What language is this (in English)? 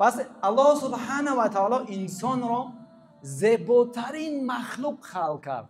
Tajik